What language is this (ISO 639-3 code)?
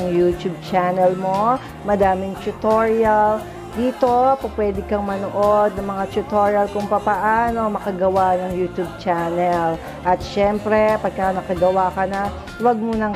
fil